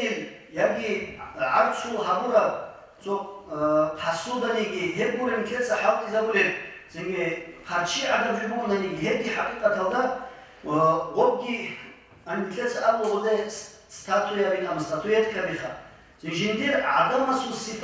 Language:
Avaric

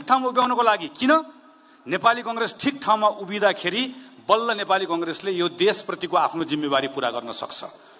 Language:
Nepali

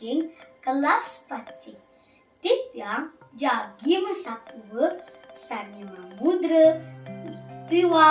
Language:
Balinese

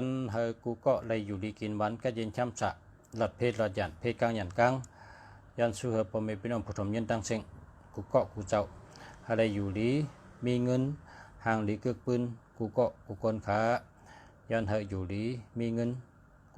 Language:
Shan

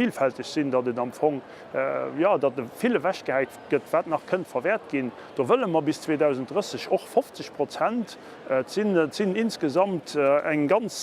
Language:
Luxembourgish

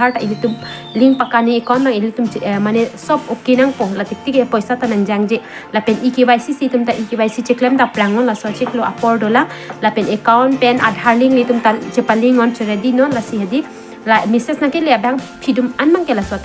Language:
Karbi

